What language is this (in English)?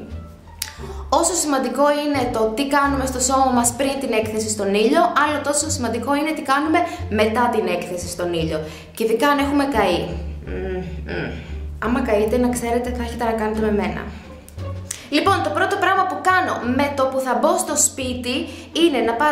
Greek